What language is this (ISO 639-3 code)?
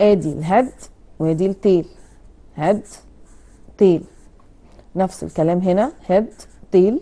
arz